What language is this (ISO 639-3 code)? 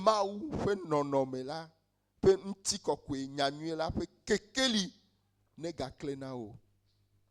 ewe